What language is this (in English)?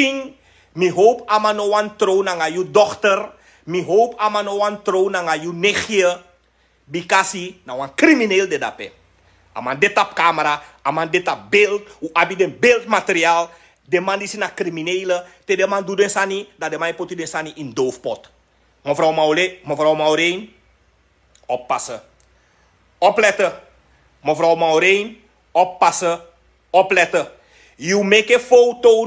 Sranan Tongo